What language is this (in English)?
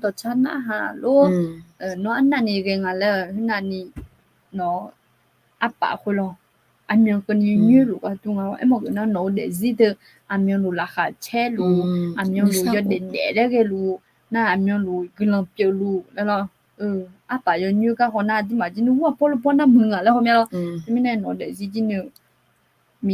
Akha